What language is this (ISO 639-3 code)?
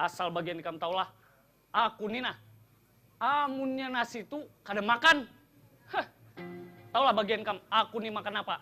bjn